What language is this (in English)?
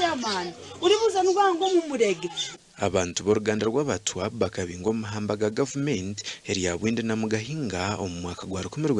Nyankole